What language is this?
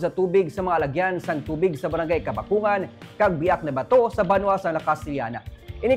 Hiligaynon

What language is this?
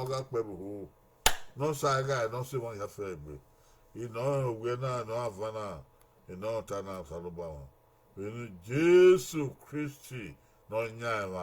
Bini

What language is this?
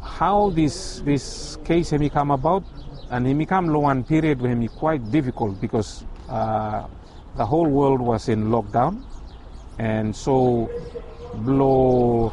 Bislama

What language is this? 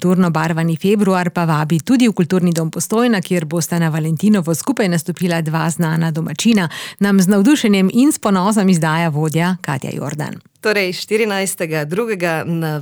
Slovenian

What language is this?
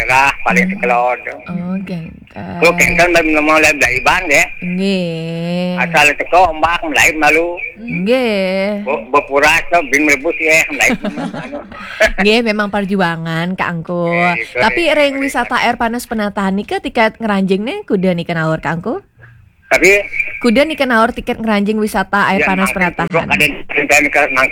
Balinese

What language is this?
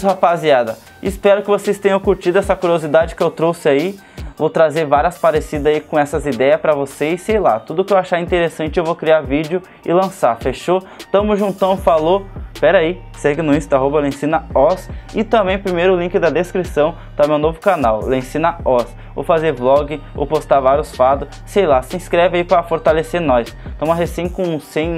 Portuguese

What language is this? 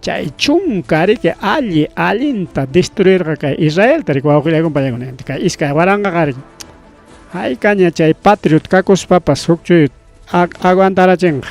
Ayacucho Quechua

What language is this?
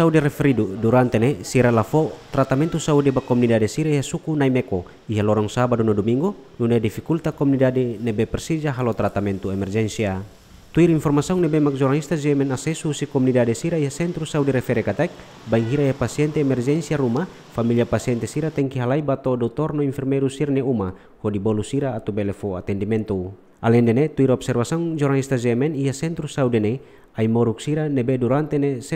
Tetum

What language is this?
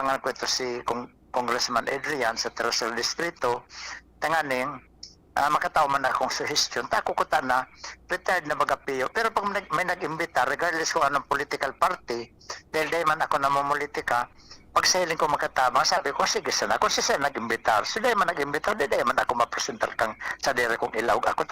Bikol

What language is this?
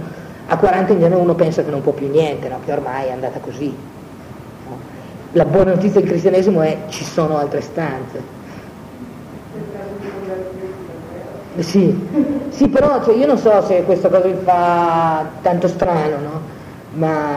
Italian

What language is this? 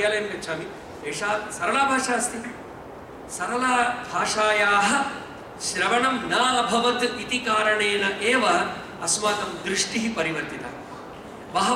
Sanskrit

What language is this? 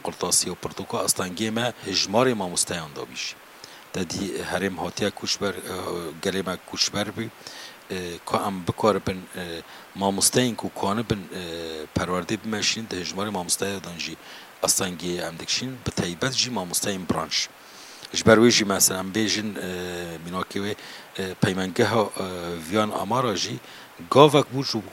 Kurdish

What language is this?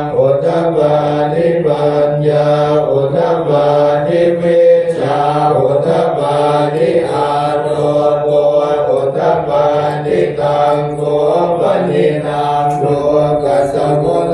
Pali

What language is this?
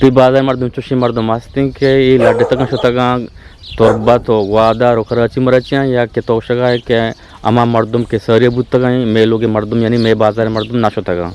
Eastern Balochi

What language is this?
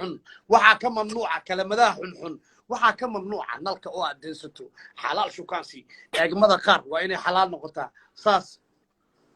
Somali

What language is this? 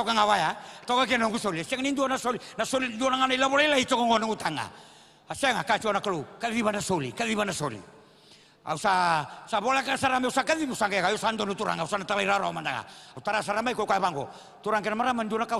Fijian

